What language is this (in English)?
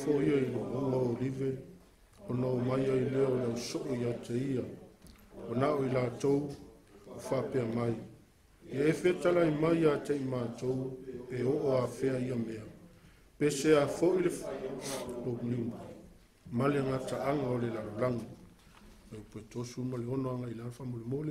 Samoan